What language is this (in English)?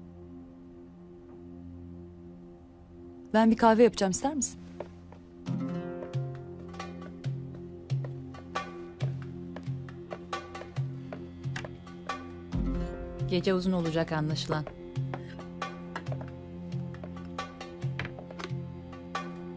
Turkish